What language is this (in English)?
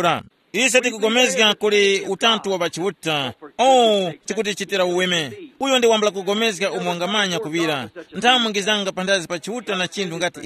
Tumbuka